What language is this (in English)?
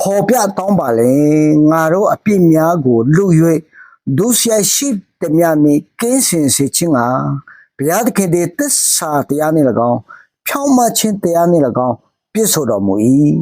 Akha